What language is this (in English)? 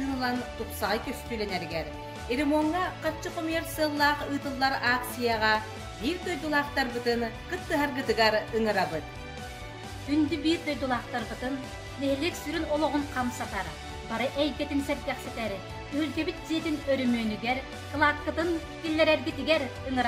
Yakut